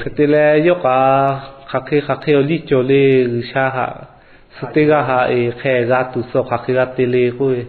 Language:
Lahu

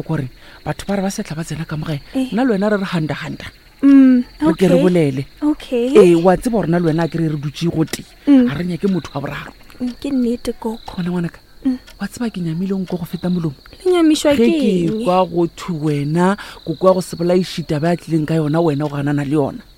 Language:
Northern Sotho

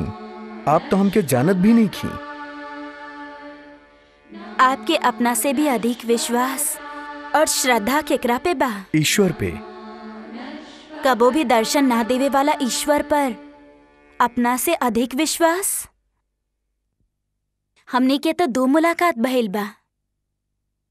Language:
Bhojpuri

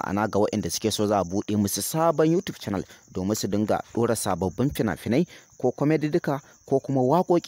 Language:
Hausa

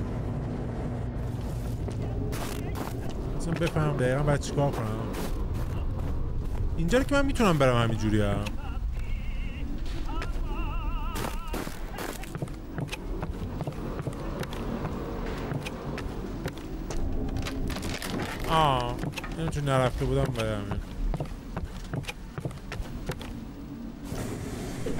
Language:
Persian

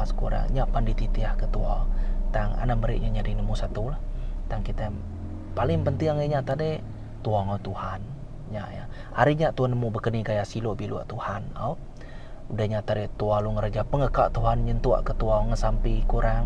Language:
Iban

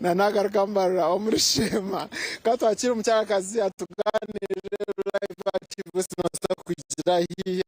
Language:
Nyankole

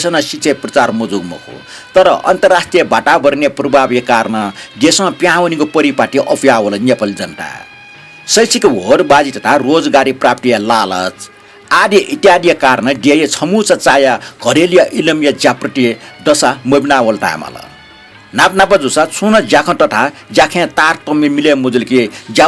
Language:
Newari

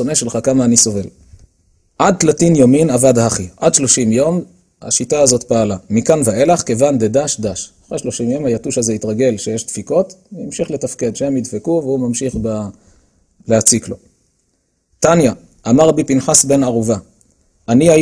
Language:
Hebrew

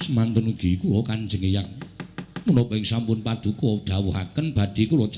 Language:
Javanese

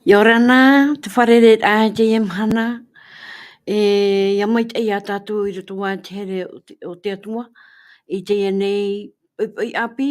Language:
Tahitian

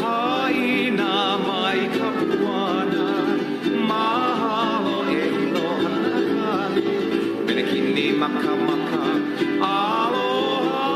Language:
Hawaiian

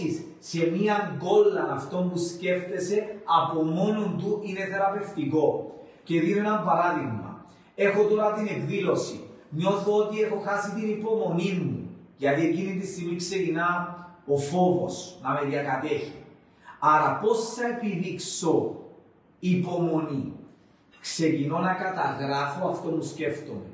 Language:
Greek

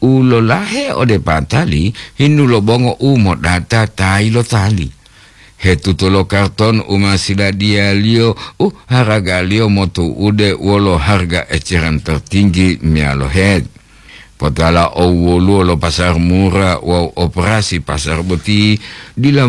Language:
Gorontalo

